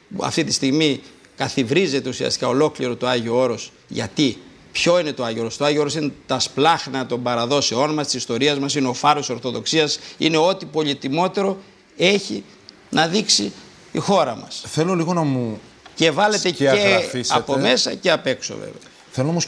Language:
Greek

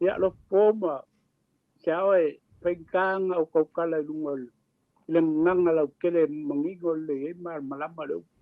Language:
Samoan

